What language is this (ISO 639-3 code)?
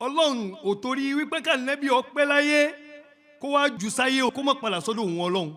yor